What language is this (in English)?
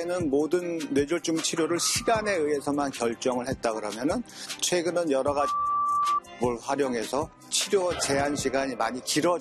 Korean